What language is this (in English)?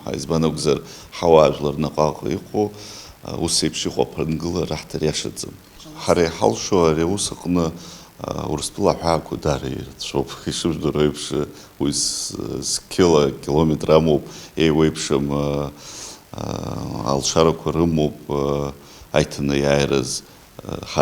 Abkhazian